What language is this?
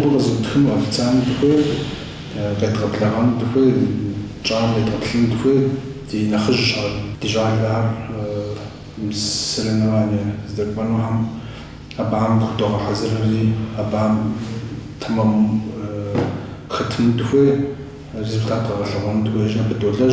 Kabardian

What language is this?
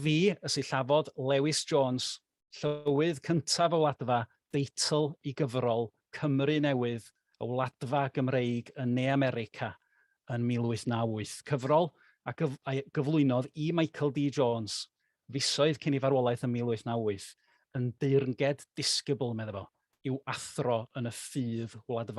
Welsh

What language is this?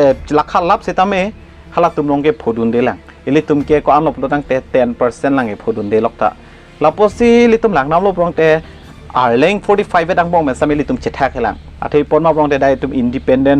Karbi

